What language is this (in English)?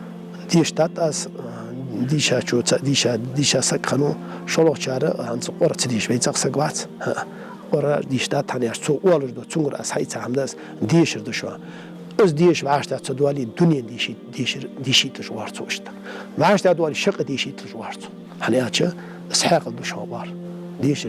Ingush